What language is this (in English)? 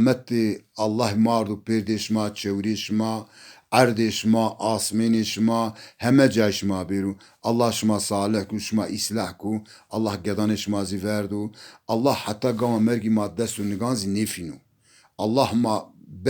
Zaza